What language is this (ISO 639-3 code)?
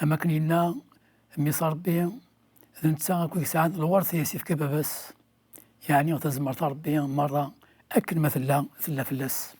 kab